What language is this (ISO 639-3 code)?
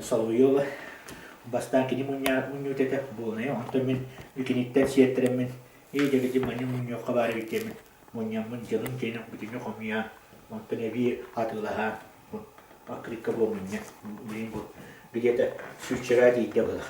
sah